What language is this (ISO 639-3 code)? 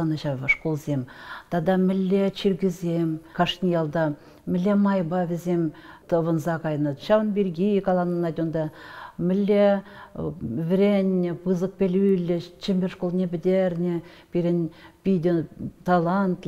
chv